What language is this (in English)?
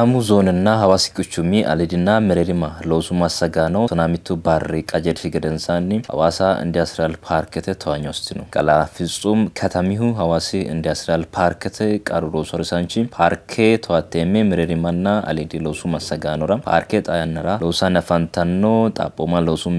Sidamo